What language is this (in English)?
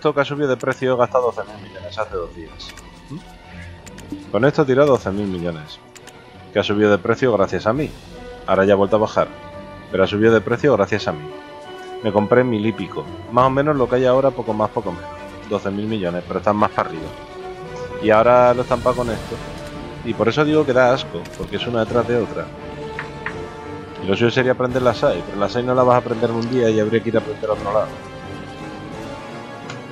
Spanish